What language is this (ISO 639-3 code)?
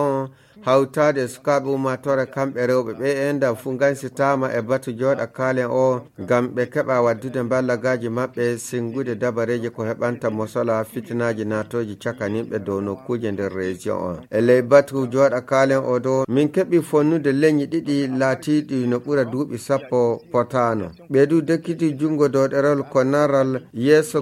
ful